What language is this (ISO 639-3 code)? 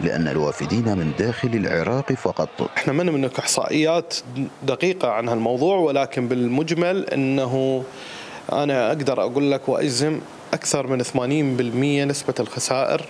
acm